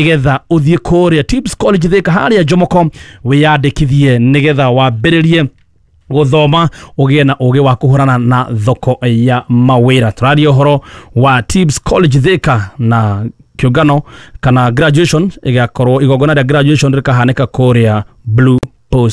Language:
Kikuyu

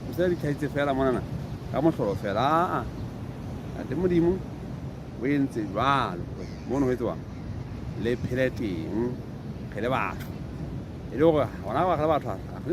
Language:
Southern Sotho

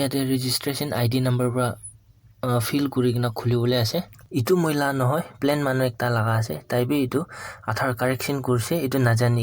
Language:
Naga Pidgin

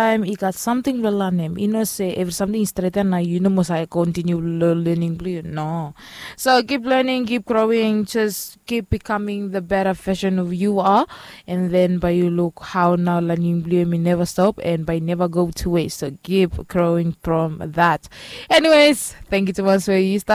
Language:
Bislama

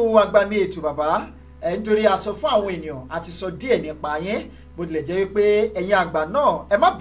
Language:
Yoruba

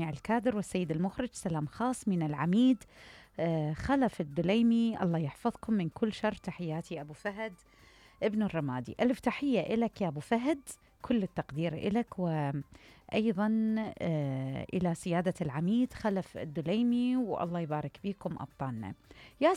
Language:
Mesopotamian Arabic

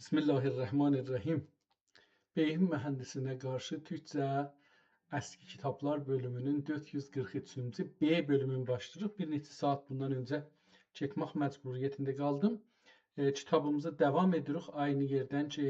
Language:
South Azerbaijani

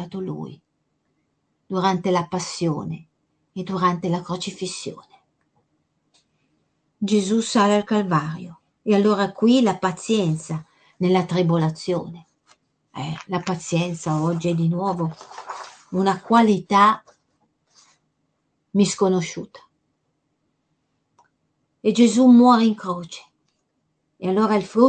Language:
Italian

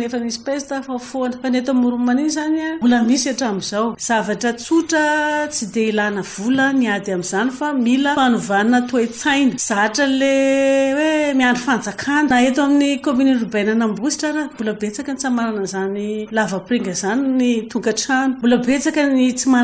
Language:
Malagasy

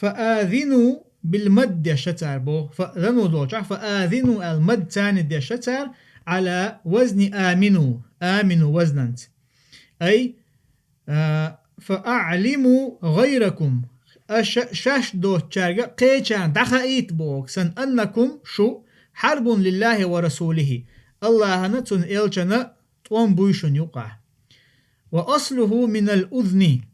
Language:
Chechen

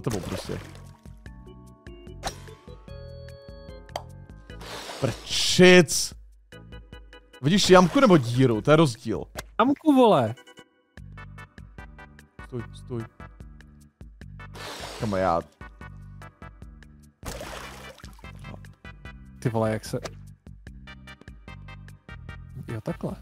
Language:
Czech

